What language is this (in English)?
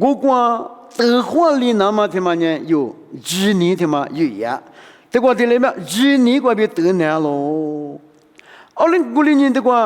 Lisu